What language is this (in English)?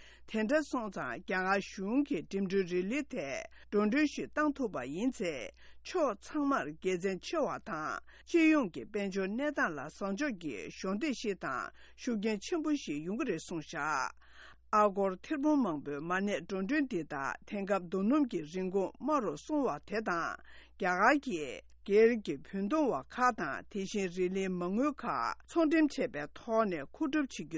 Tibetan